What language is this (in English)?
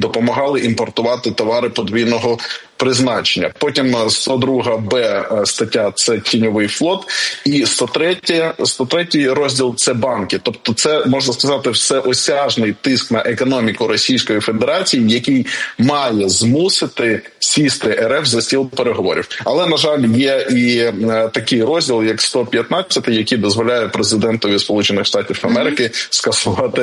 Ukrainian